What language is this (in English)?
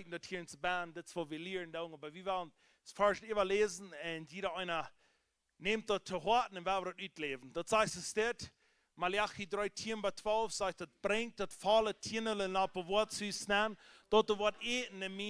Plautdietsch